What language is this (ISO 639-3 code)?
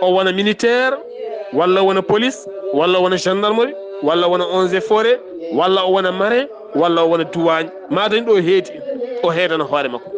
ful